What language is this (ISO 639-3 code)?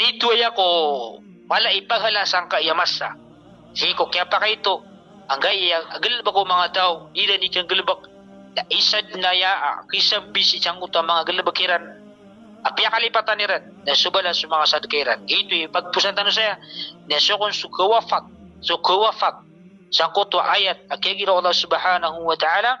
mrw